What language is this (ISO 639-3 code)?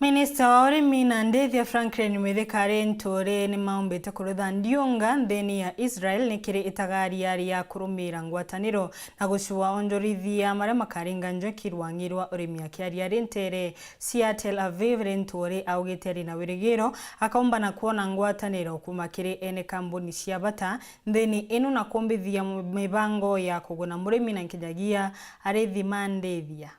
mer